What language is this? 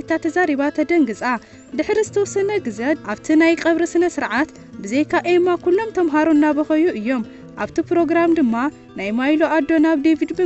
Tigrinya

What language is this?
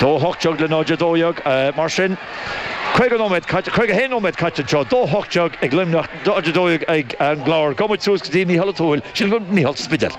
Irish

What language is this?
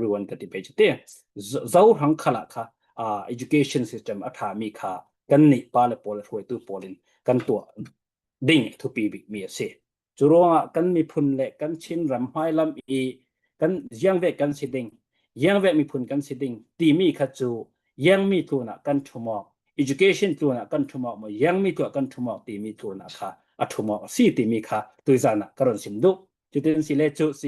Falam Chin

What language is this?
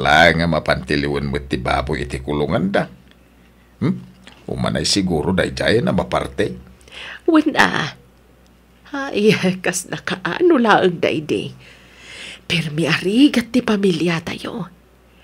Iloko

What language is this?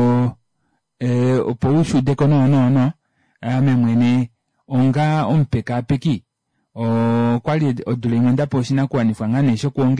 Kuanyama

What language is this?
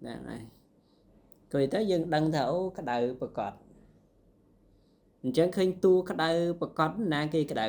Khmer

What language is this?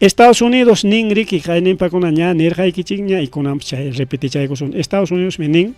Ayacucho Quechua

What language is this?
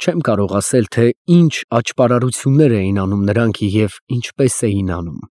Armenian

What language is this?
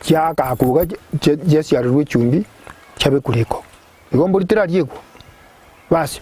Gusii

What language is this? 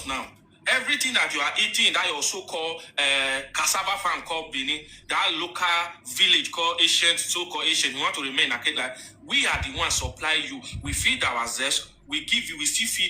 Nigerian Pidgin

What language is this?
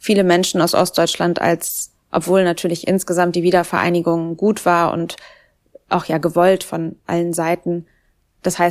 German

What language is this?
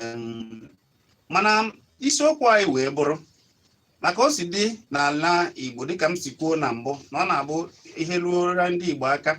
Igbo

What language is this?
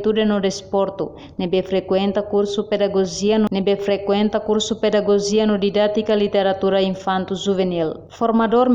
Tetum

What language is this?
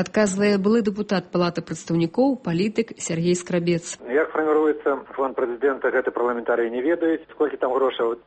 Belarusian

